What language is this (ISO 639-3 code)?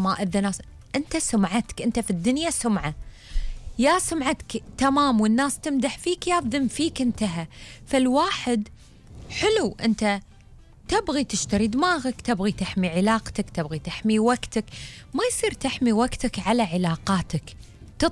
afb